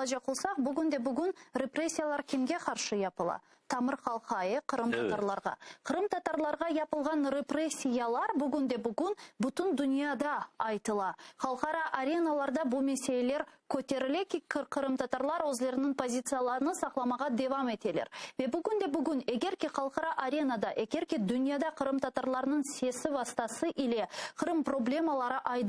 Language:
Crimean Tatar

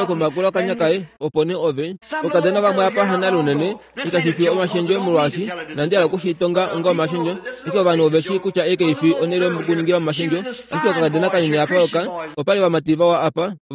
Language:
Kuanyama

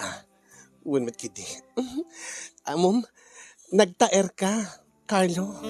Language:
Iloko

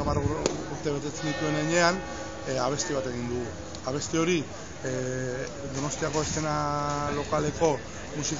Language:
Basque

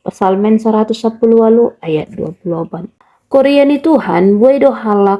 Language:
Batak Simalungun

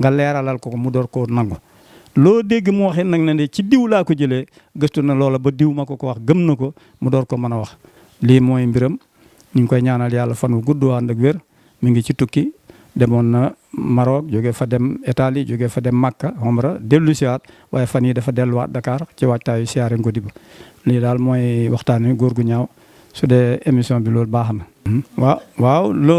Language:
Wolof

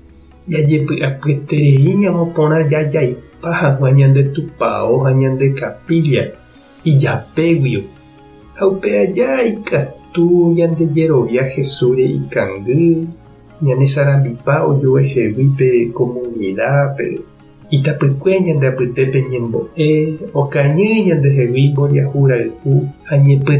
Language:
Guarani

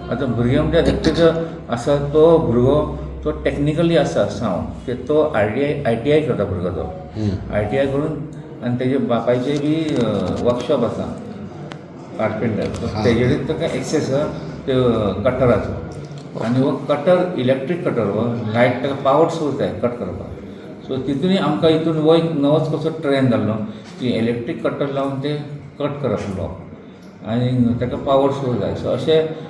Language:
Konkani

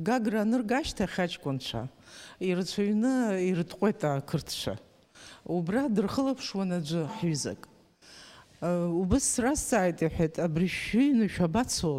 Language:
Abkhazian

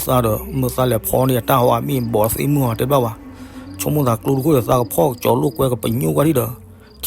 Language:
S'gaw Karen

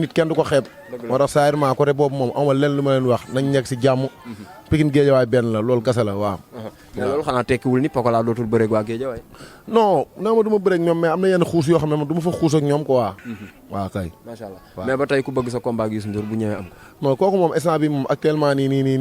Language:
Wolof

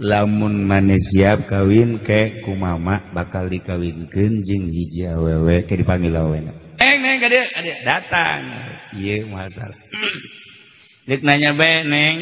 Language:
Sundanese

